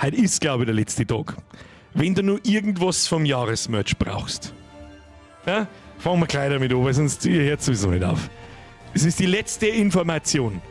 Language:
Bavarian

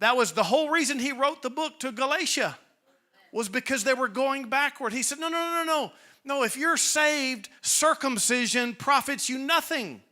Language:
English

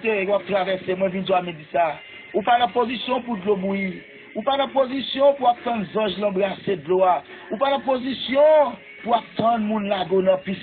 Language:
Haitian Creole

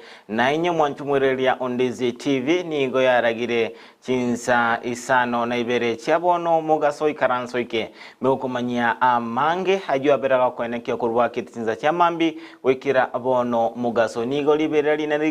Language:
Gusii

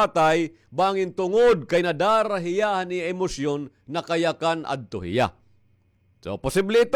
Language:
Waray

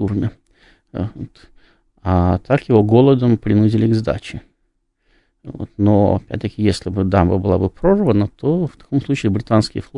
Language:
Russian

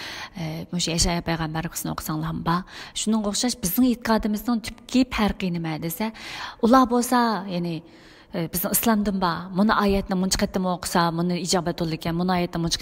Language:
Uyghur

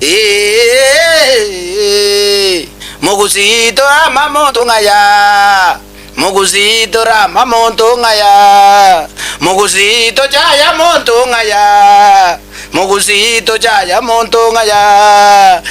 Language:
Gusii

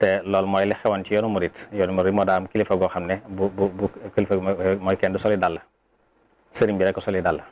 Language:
Wolof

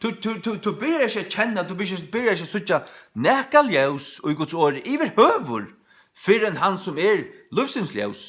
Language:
Faroese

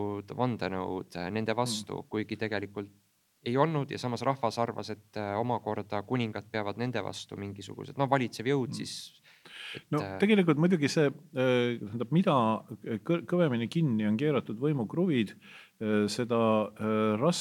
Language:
Estonian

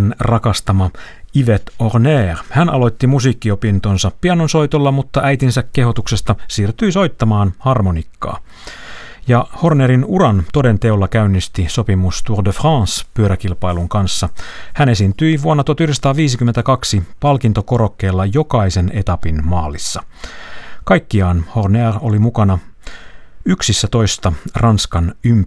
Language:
Finnish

